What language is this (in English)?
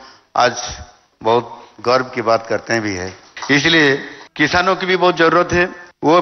Hindi